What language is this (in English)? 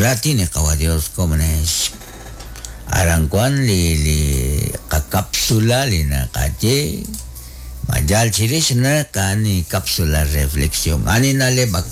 Kekchí